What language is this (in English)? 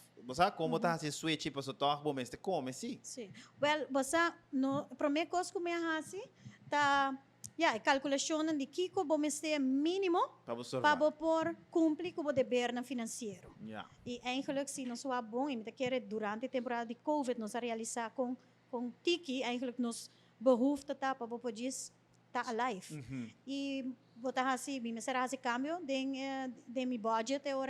Papiamento